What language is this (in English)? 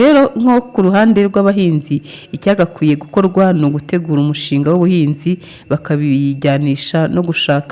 Kinyarwanda